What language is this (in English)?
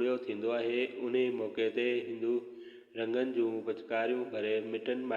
Sindhi